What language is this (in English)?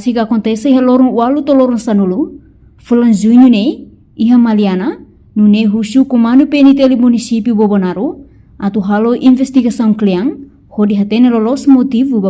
Tetum